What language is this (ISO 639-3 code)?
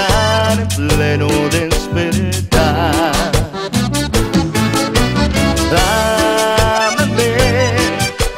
spa